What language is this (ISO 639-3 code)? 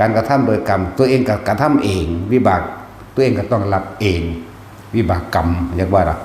tts